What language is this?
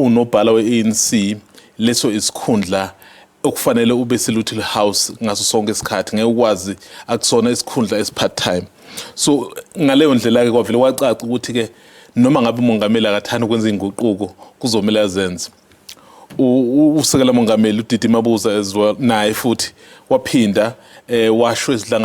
Zulu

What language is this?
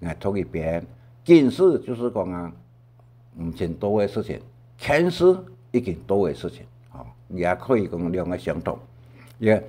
Hakka Chinese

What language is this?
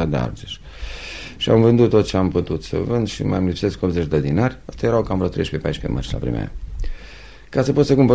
Romanian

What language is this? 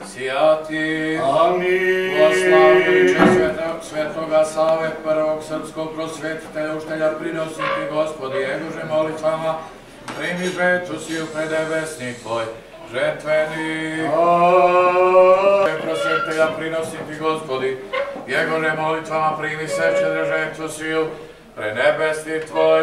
Serbian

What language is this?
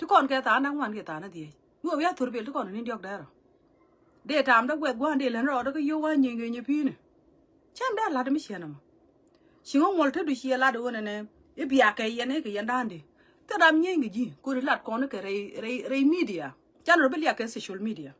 Nuer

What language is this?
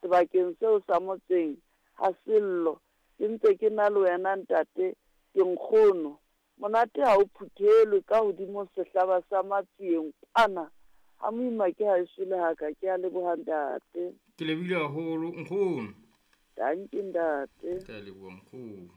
Southern Sotho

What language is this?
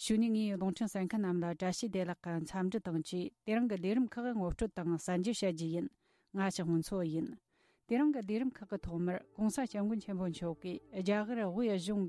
Tibetan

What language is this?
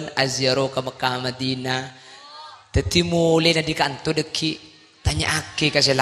Madurese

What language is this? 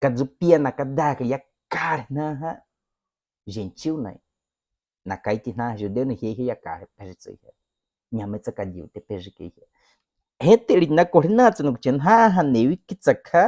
Baniwa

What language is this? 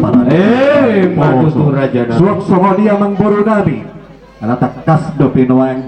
Batak Toba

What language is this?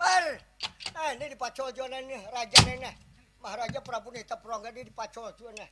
Banjar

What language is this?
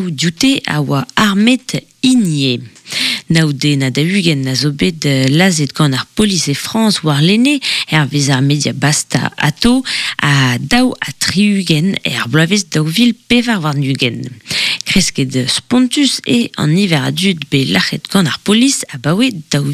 Breton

